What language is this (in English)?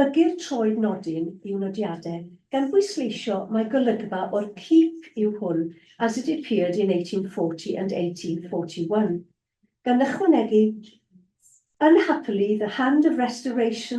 Welsh